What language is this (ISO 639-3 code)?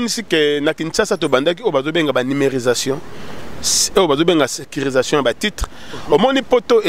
lin